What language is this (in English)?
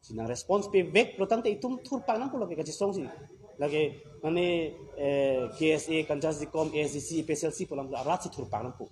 Karbi